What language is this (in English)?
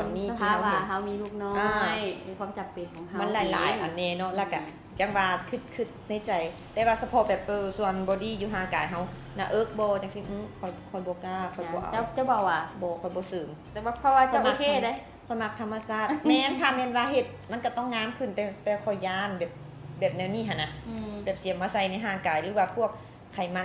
Lao